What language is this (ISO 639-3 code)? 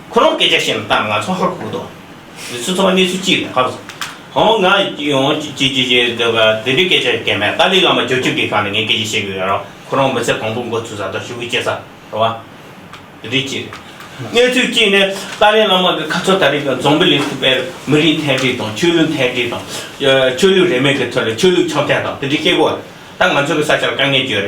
bod